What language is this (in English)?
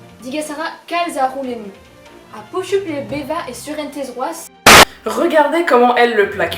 Breton